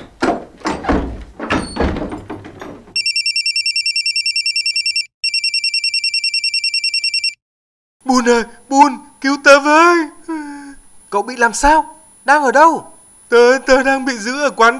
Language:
Vietnamese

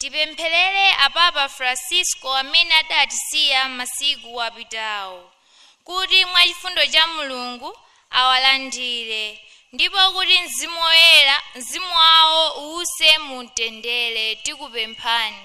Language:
Nyanja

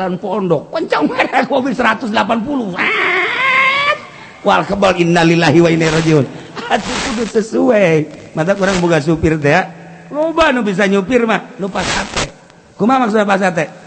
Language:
Sundanese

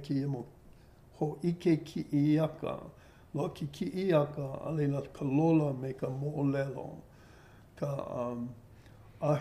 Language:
Hawaiian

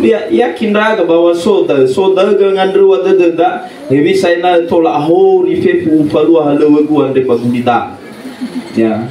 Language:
Nias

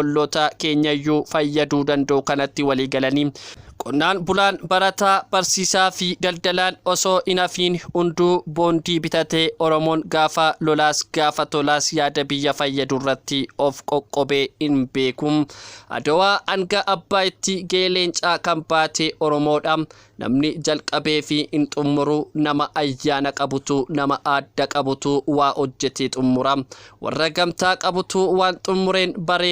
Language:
Oromo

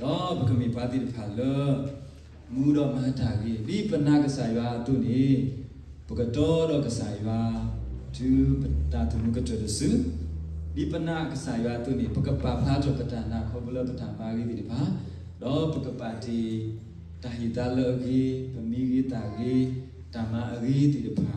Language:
S'gaw Karen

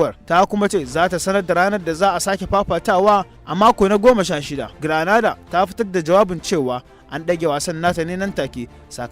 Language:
Hausa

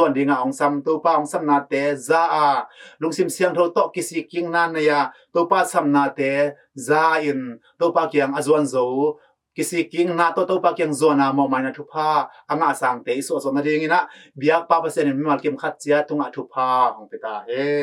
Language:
Tedim Chin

